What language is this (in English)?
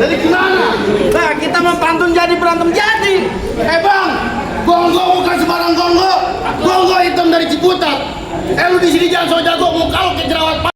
Betawi